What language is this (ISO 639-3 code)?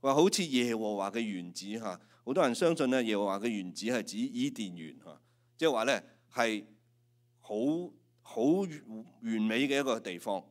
yue